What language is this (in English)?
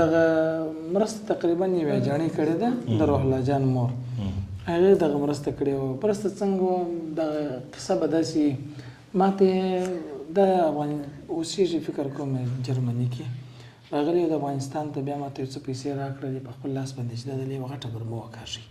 Pashto